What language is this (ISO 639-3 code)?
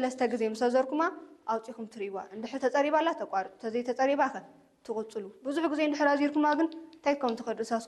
tir